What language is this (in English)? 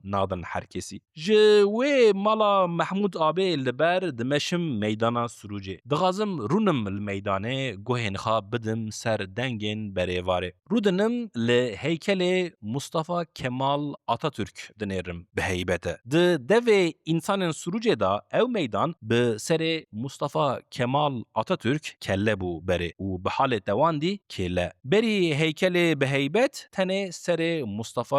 Kurdish